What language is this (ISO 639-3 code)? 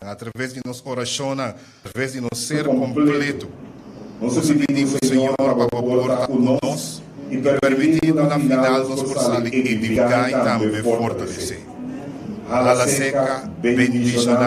pap